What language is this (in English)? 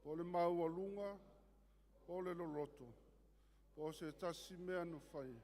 Samoan